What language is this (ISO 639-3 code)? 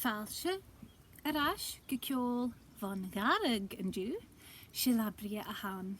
gla